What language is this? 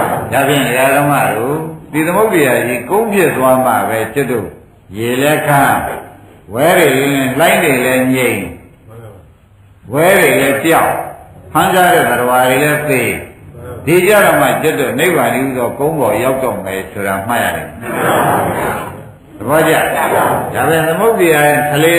Burmese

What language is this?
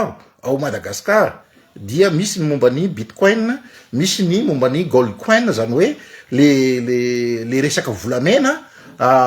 Malagasy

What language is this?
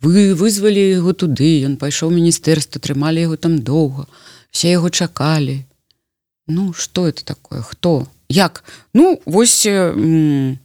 Belarusian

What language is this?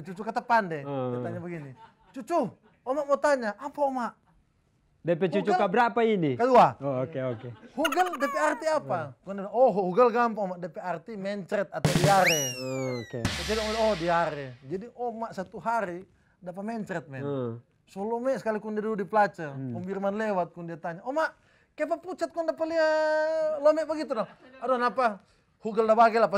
Manado Malay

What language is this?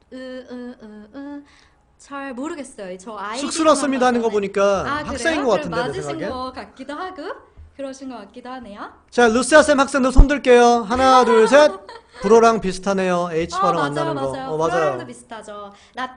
Korean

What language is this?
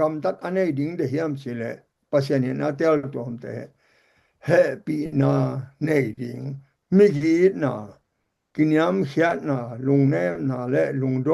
Tedim Chin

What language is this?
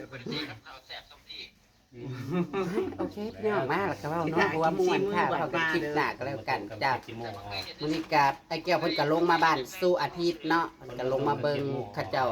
Northeastern Thai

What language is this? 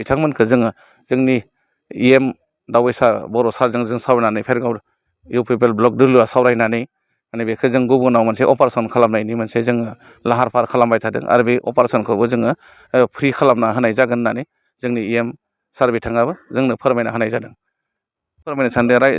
Bodo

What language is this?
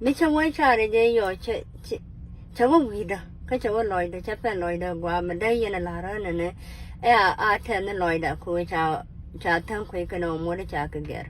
Nuer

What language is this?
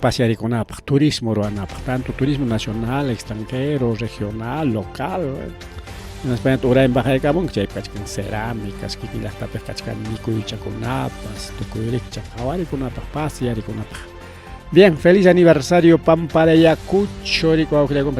Ayacucho Quechua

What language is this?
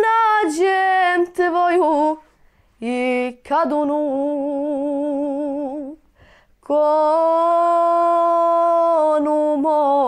Bosnian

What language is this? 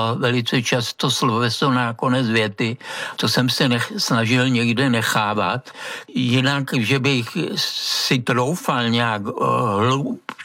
Czech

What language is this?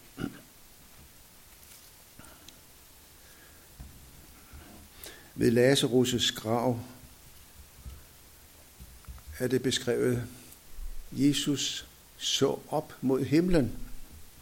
Danish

